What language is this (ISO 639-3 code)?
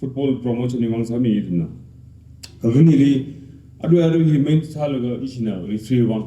nmf